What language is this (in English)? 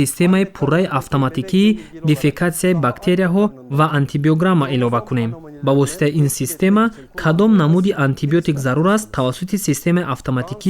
Tajik